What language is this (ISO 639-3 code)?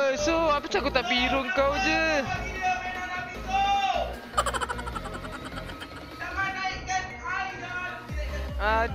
msa